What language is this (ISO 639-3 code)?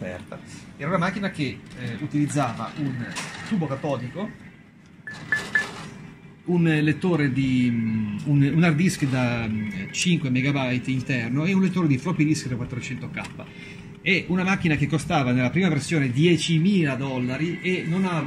ita